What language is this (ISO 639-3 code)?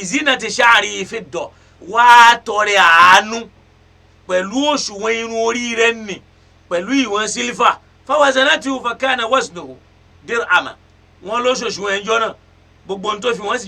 yor